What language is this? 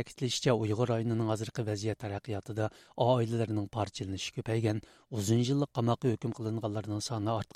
Uyghur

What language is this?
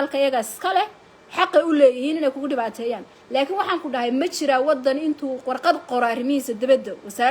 Somali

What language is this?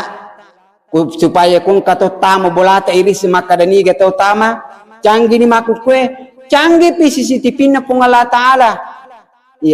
Buginese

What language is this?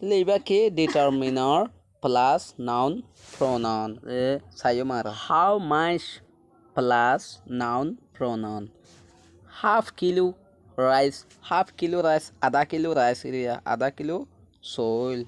Rohingya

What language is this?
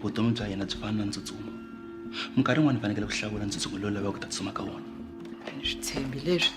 Tsonga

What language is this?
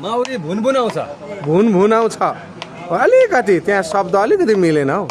Nepali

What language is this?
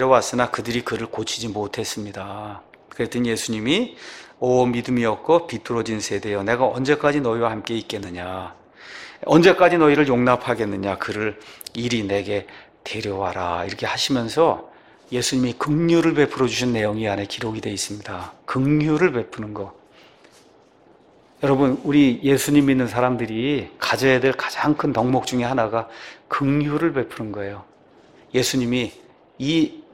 Korean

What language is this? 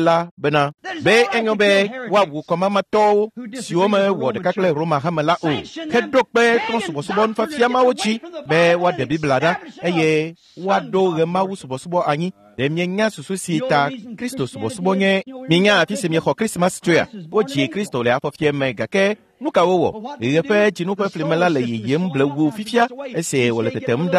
Ewe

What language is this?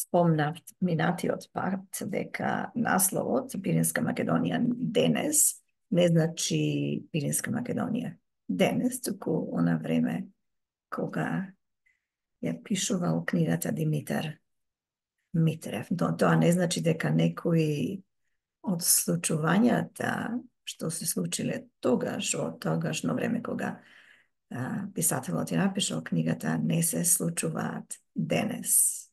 Macedonian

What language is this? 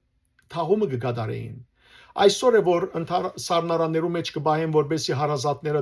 Western Armenian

